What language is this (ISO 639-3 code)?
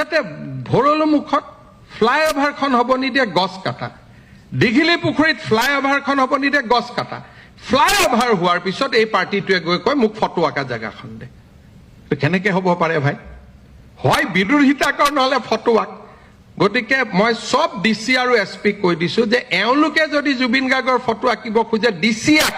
asm